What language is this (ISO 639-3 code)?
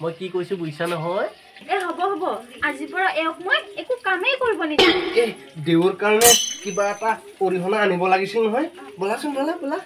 asm